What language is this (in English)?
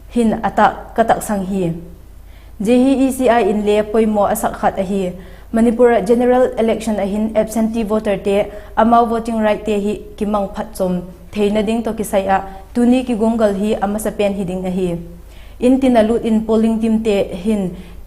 Vaiphei